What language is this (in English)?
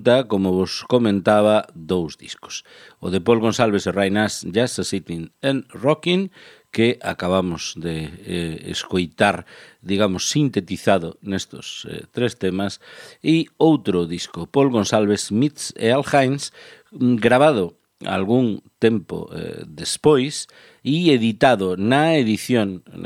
Galician